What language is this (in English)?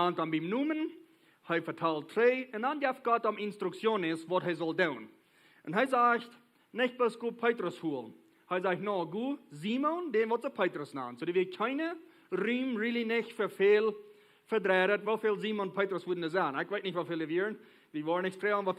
Plautdietsch